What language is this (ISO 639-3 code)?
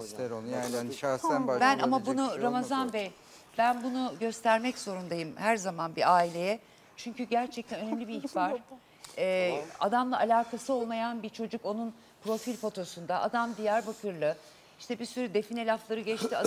tur